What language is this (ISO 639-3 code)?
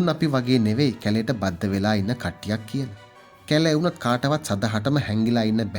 sin